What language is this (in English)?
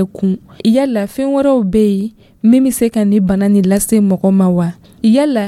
Dyula